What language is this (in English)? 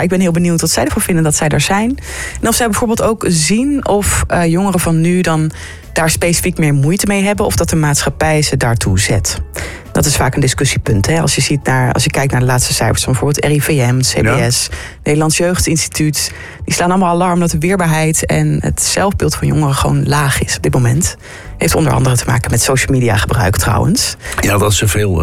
Dutch